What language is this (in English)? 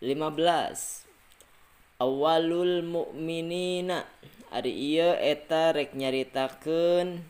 Sundanese